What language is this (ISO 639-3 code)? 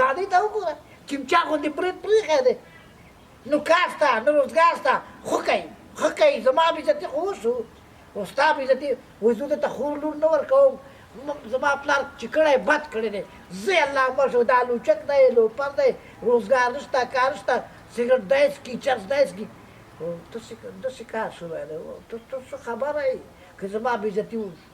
pus